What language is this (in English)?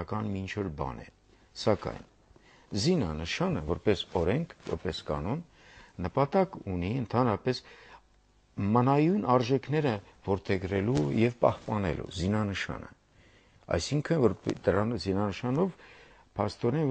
Armenian